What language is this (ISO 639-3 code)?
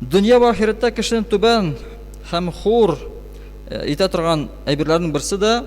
tat